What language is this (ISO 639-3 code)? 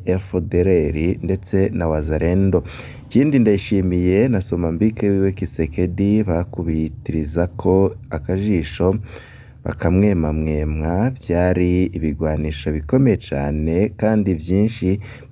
run